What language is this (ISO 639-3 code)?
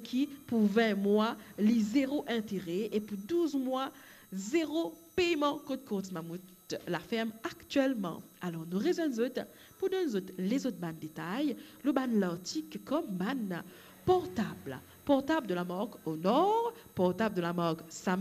mfe